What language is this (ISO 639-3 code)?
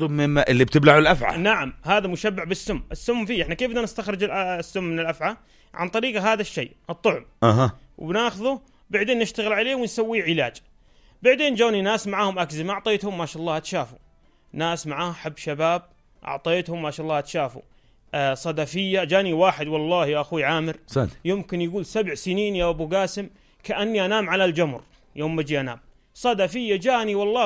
apc